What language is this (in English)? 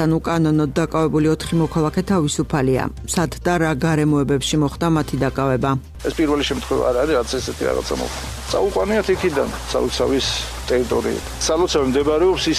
Georgian